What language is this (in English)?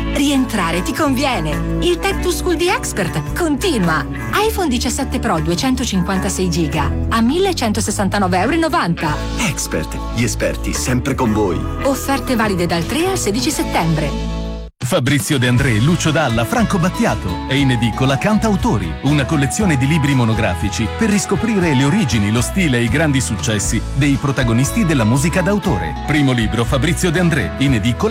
Italian